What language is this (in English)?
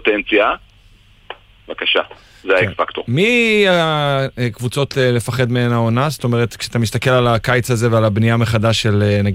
Hebrew